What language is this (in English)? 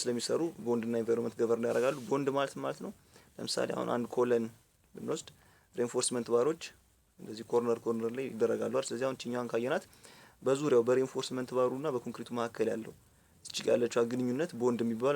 Amharic